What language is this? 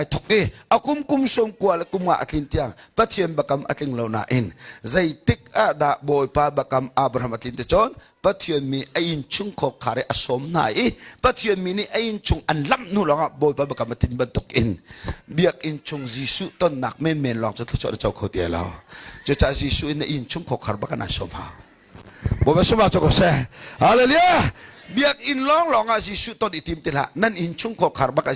Hakha Chin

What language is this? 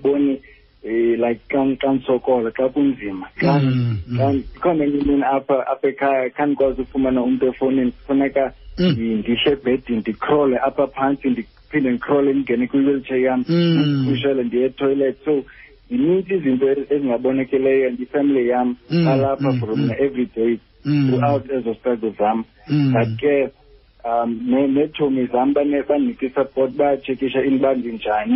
Xhosa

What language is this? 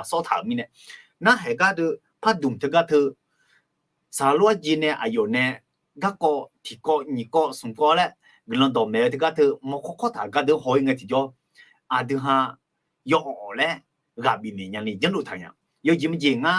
Akha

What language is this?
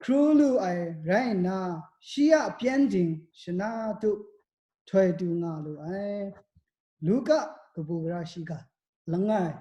Kachin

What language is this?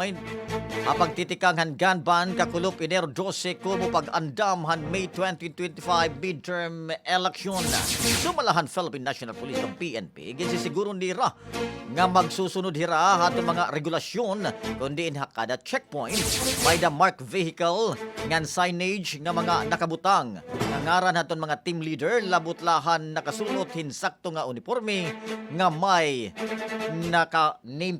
Waray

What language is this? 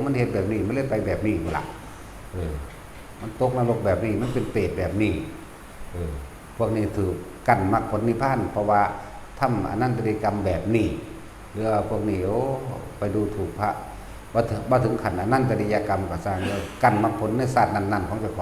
Northeastern Thai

